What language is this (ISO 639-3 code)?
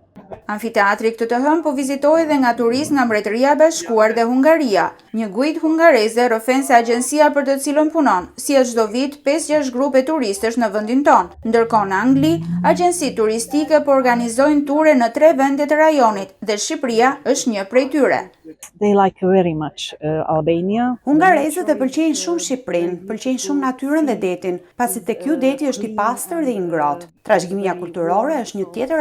sqi